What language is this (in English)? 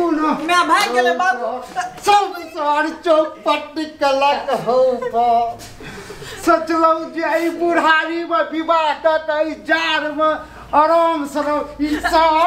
Maithili